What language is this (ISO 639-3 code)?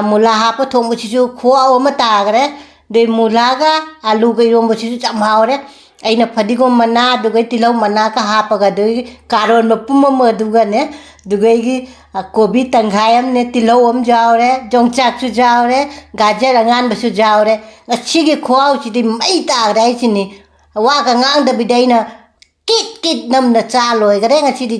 mni